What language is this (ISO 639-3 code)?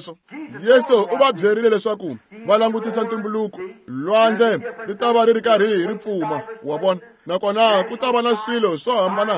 tso